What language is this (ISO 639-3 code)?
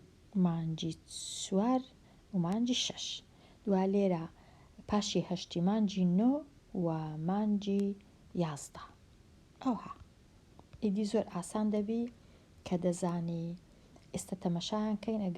ckb